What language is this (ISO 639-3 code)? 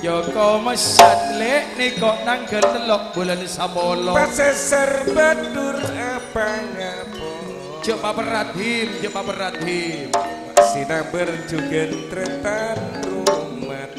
mad